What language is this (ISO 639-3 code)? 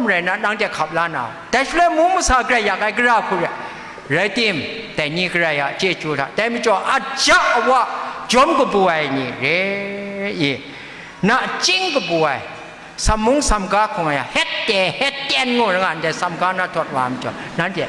kac